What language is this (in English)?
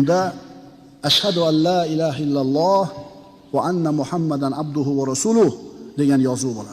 Uzbek